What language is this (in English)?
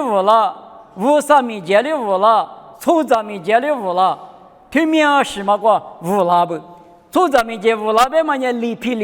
Lisu